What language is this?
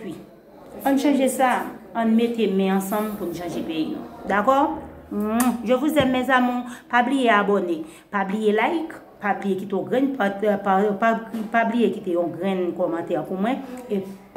Haitian Creole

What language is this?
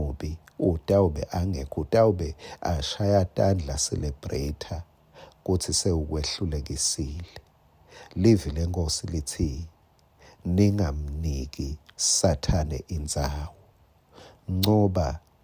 Swati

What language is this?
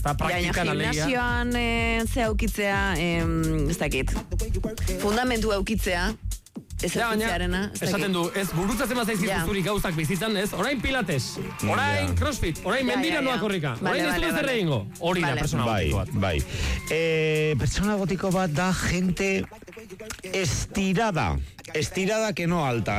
Basque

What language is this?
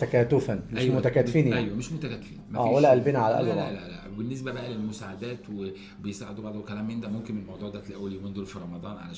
Egyptian Arabic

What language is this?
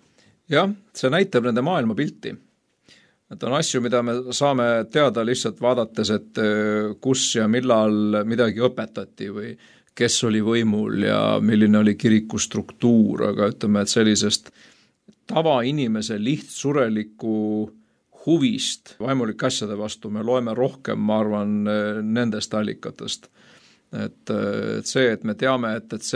Estonian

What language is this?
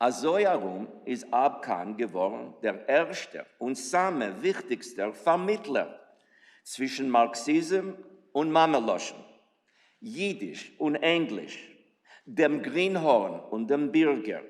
Yiddish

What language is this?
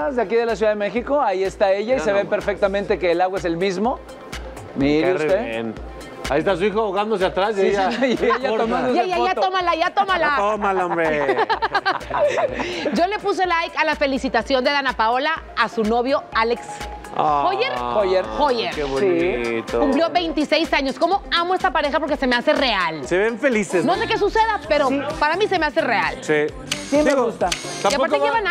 Spanish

